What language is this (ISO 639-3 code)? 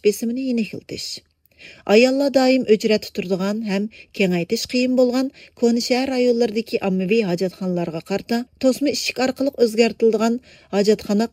uig